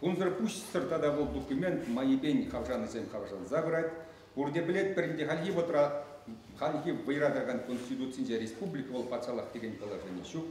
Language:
Chuvash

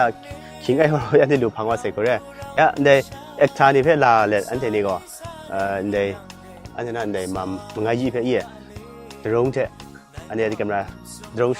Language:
Kachin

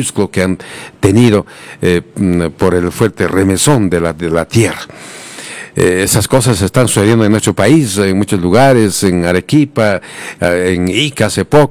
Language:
Spanish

